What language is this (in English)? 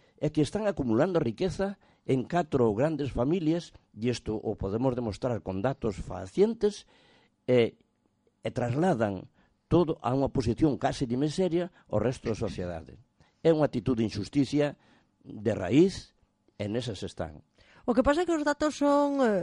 Galician